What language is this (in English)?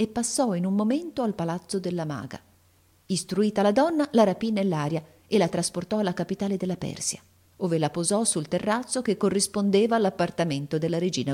Italian